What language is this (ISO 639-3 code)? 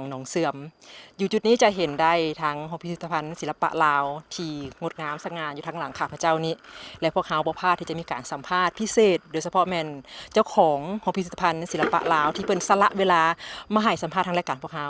lao